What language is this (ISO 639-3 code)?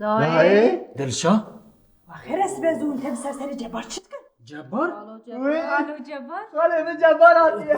kur